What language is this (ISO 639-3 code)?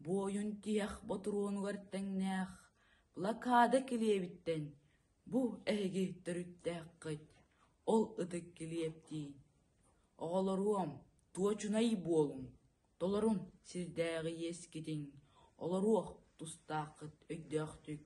sah